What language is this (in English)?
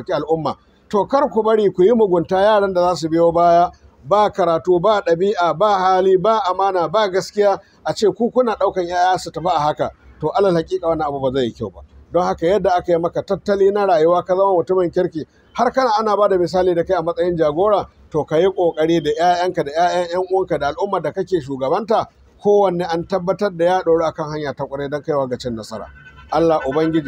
Hausa